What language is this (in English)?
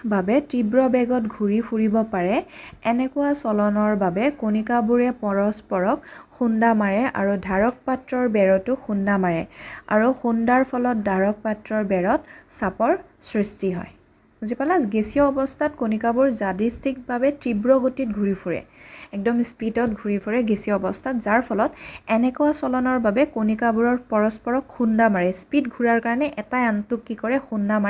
Assamese